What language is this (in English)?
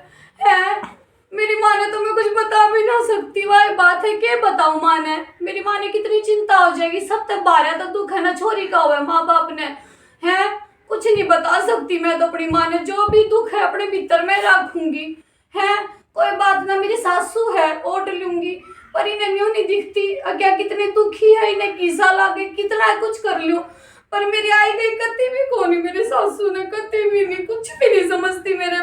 Haryanvi